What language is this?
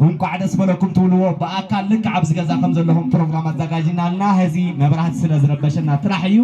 Tigrinya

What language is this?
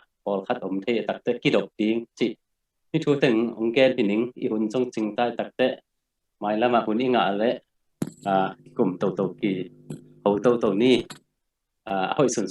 Tedim Chin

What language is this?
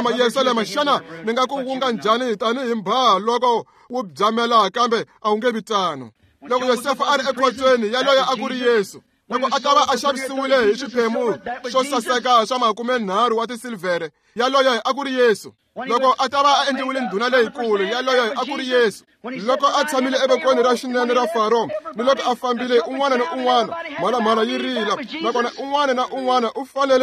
Tsonga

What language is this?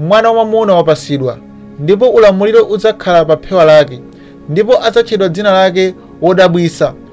Nyanja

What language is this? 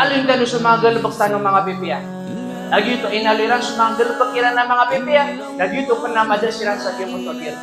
Maranao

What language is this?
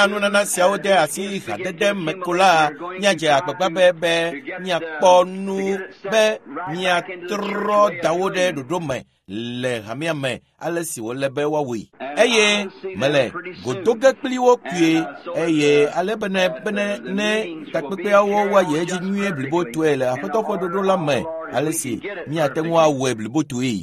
Ewe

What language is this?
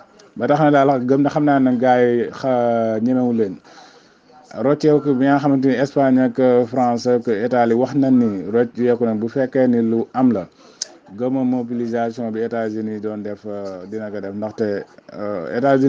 Wolof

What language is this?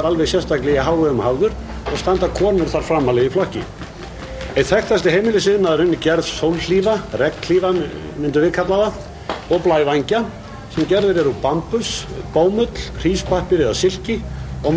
Icelandic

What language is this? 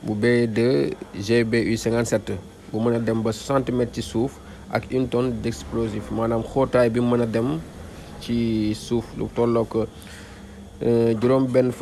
Wolof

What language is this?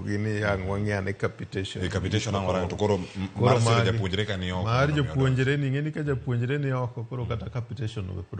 Luo (Kenya and Tanzania)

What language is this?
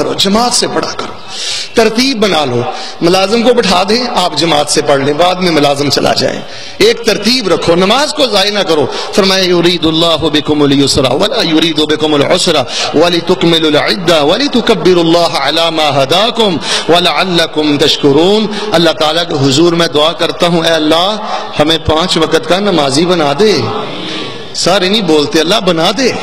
Urdu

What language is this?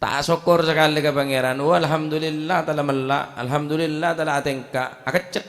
Madurese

